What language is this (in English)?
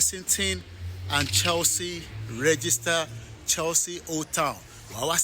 Yoruba